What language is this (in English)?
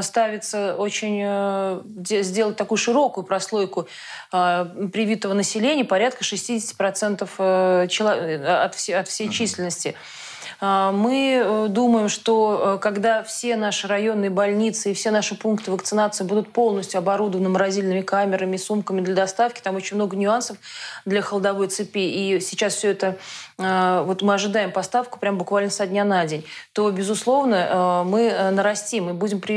Russian